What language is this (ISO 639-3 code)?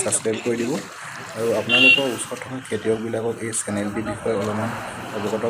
asm